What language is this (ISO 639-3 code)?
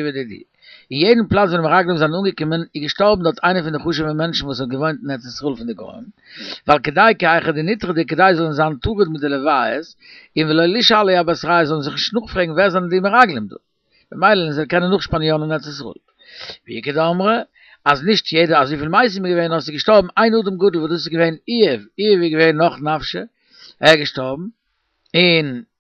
yid